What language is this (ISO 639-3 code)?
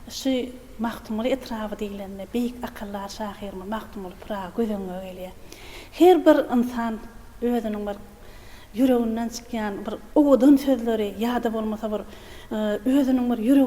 tuk